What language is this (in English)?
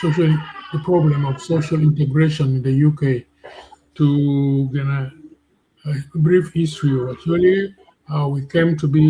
Acoli